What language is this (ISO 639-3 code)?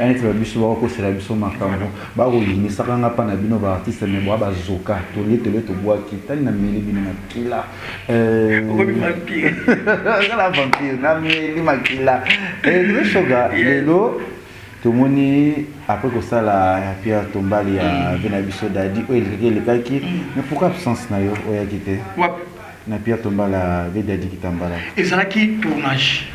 lin